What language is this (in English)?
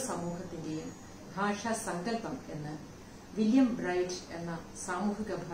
Malayalam